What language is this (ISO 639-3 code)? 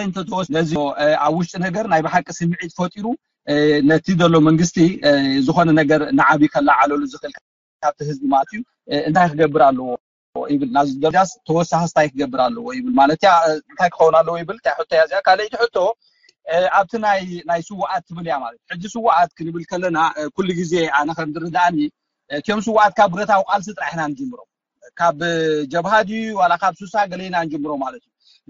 tir